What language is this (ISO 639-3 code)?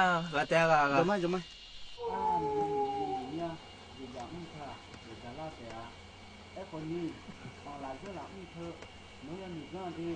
ahk